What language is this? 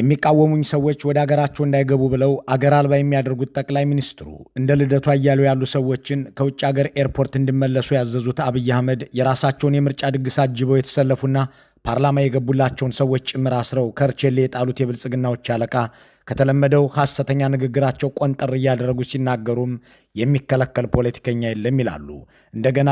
Amharic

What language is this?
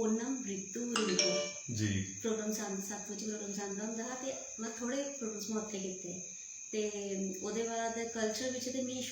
Dogri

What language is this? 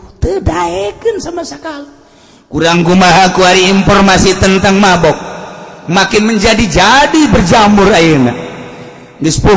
Sundanese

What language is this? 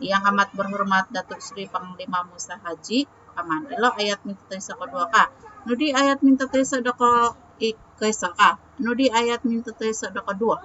Central Dusun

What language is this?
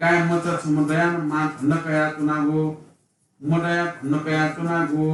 Newari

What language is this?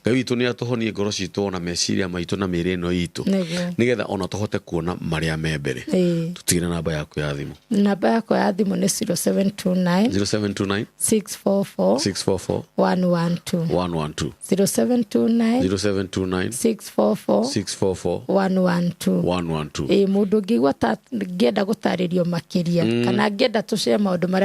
Kikuyu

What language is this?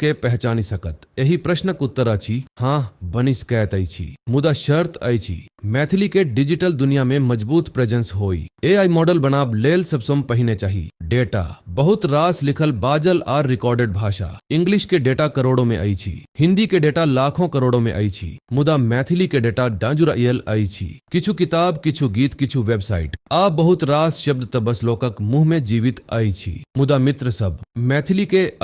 Maithili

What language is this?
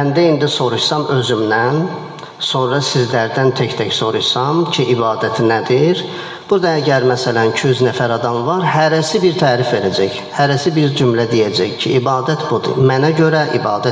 Azerbaijani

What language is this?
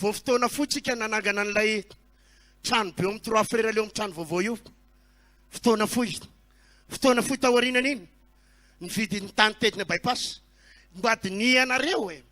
Malagasy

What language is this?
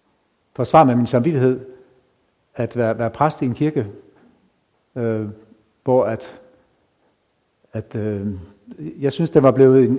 Danish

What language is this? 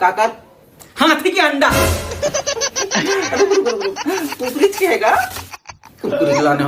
Chhattisgarhi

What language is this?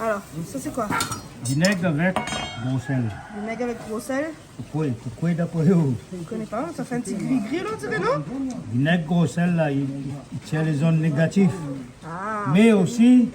Réunion Creole French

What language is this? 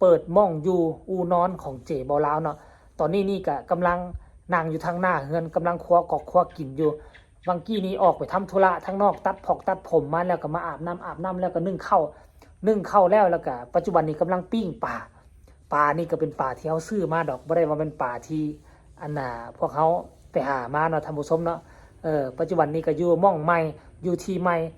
Northeastern Thai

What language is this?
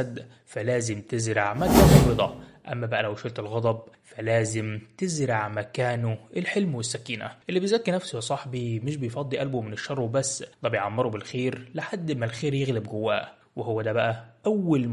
Egyptian Arabic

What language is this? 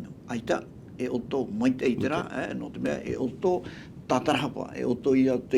Tahitian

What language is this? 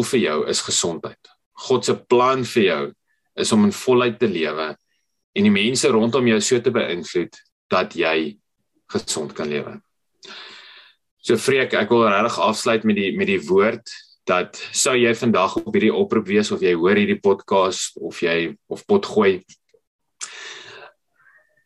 Afrikaans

